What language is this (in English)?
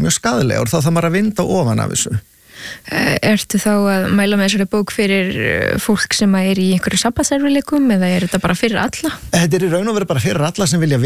Icelandic